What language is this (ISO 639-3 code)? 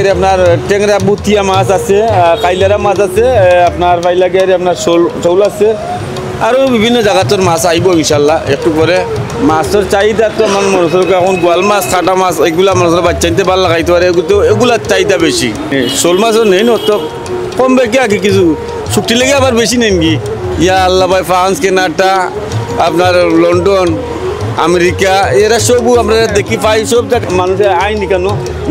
syl